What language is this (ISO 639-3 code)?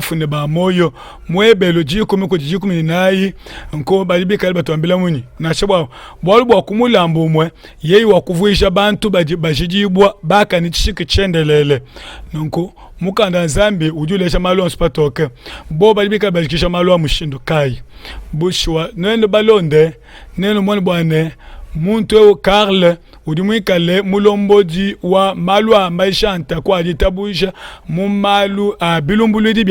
lua